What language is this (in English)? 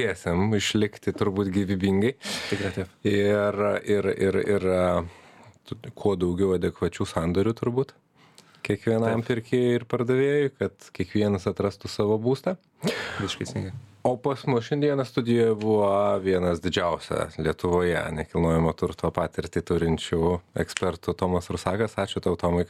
Lithuanian